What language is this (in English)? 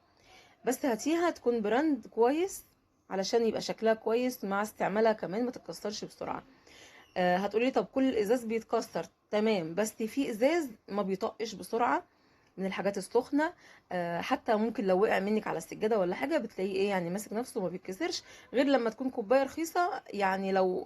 Egyptian Arabic